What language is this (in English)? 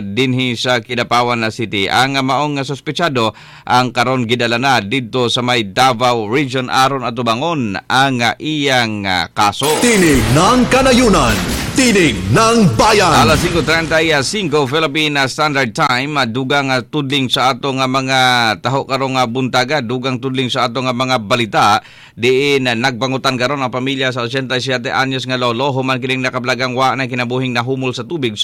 Cebuano